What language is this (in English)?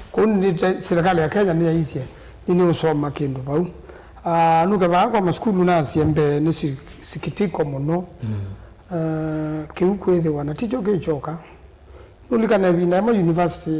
Kamba